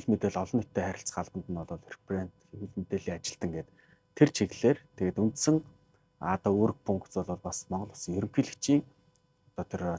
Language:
Mongolian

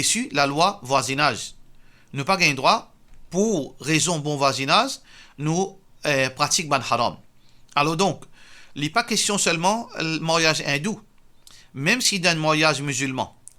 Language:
Morisyen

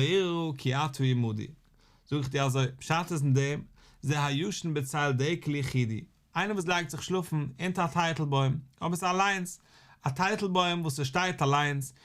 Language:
Yiddish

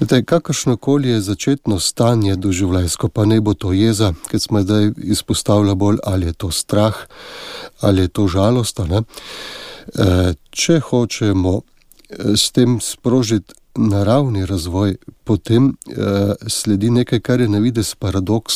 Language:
Slovenian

